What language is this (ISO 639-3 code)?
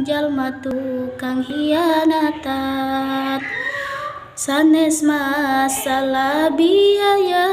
sun